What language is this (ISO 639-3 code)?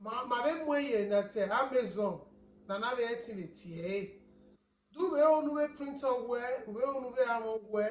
bin